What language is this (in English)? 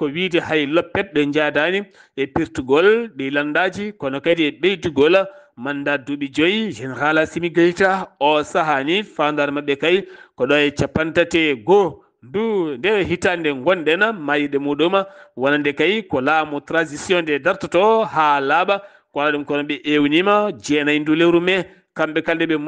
Fula